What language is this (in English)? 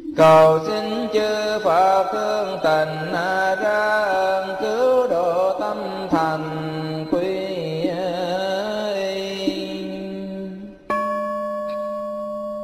Vietnamese